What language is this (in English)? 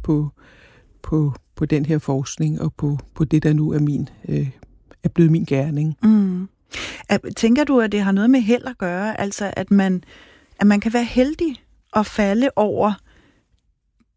Danish